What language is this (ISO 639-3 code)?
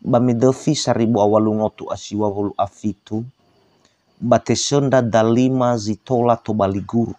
nia